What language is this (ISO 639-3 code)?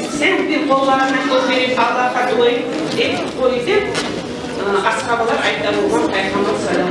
kum